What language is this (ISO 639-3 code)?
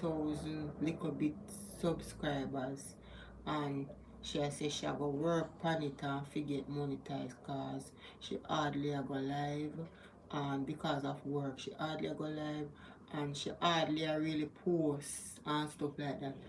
jam